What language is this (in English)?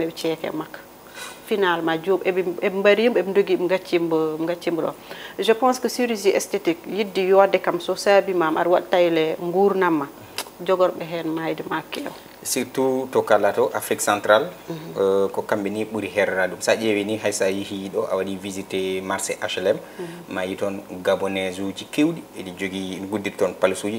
Fula